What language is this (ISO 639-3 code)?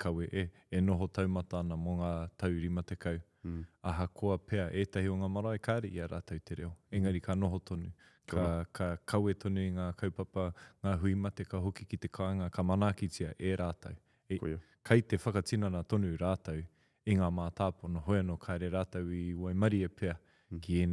mri